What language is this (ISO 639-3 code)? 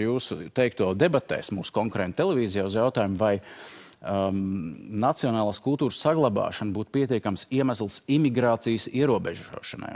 lav